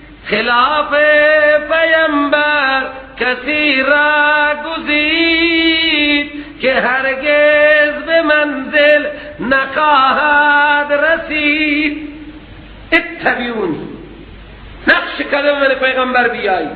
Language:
Persian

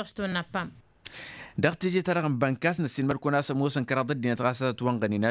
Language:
Tamasheq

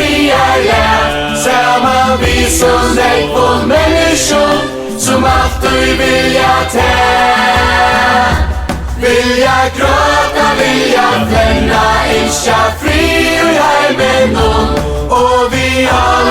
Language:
Faroese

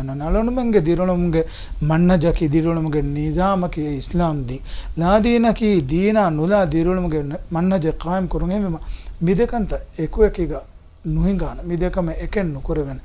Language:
Divehi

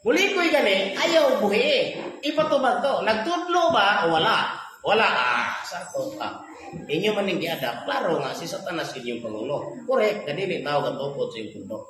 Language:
Cebuano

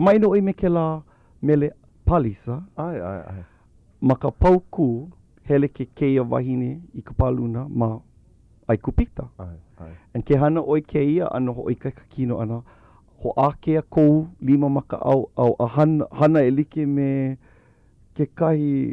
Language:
Hawaiian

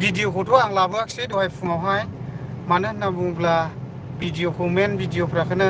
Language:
Bodo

